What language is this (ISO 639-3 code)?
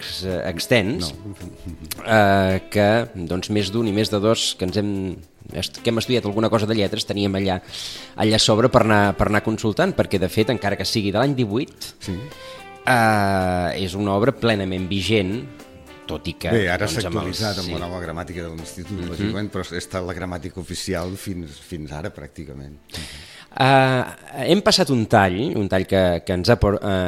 cat